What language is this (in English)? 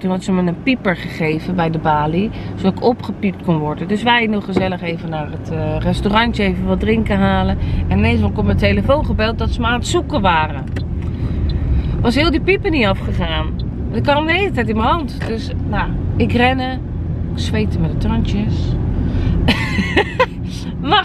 Dutch